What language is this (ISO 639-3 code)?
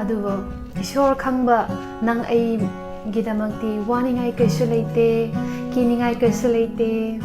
mni